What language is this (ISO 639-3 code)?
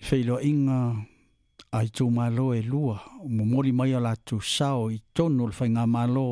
smo